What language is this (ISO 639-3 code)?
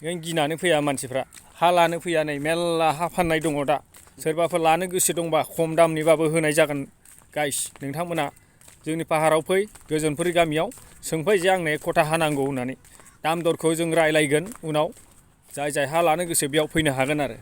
brx